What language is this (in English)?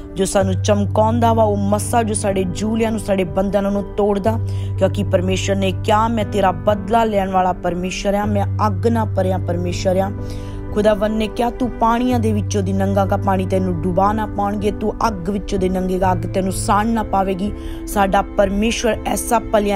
Punjabi